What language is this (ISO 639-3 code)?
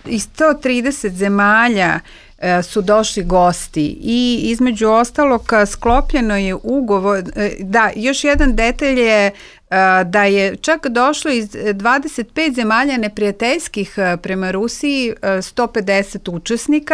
srp